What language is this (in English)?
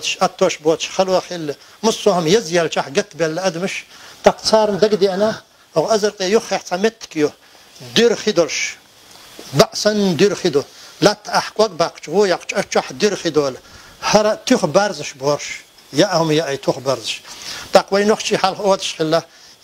Chechen